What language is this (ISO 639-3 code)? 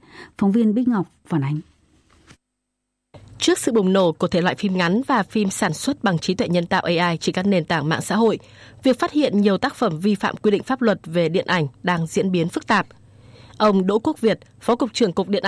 vie